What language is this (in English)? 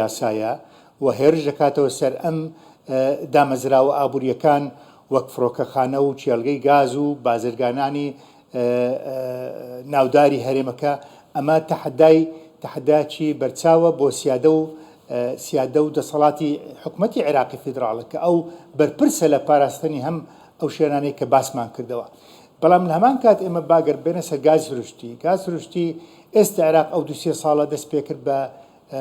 Central Kurdish